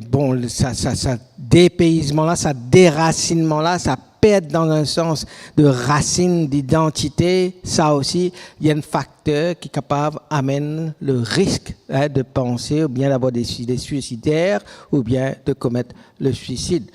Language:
Morisyen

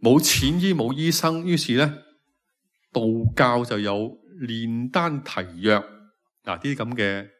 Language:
Cantonese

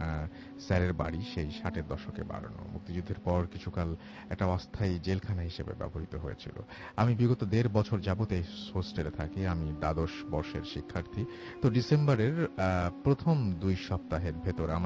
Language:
Bangla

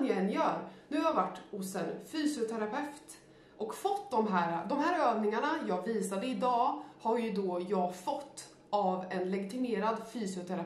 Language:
Swedish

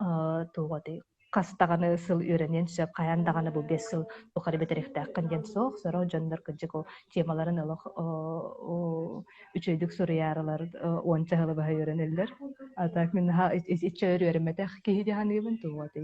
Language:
Yakut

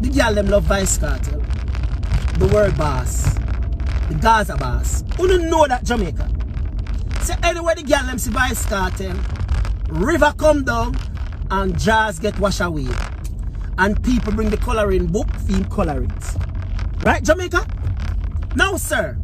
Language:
Jamaican Creole English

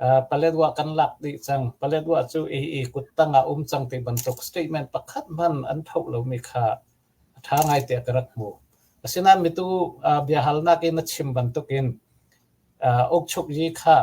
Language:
Hakha Chin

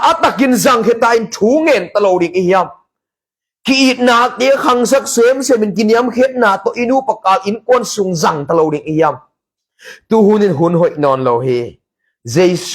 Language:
Tedim Chin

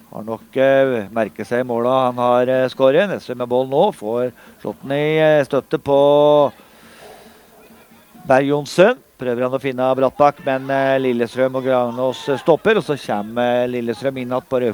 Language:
Norwegian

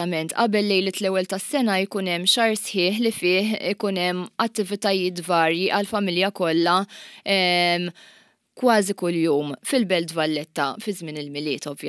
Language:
Maltese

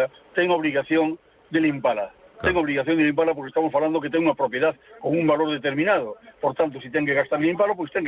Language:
Galician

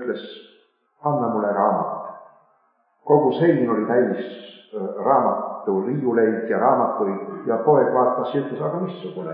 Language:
Estonian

